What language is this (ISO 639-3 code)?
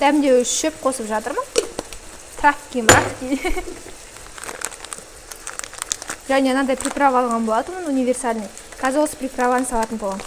kaz